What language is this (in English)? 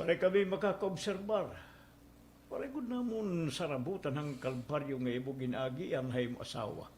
Waray